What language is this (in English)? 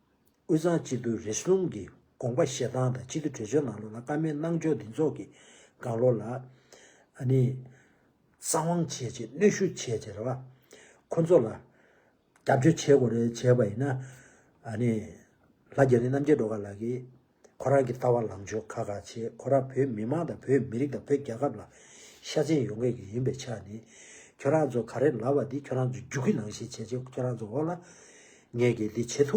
Tibetan